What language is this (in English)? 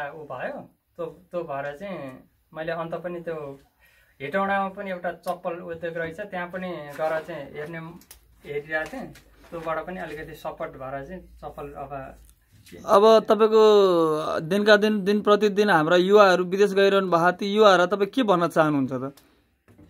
Nepali